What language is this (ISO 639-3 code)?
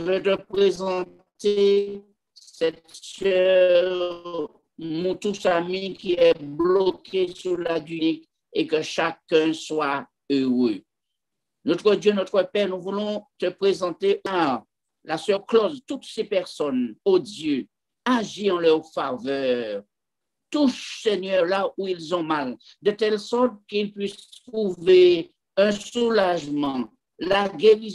fra